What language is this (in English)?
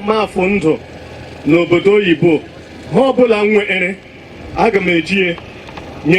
Igbo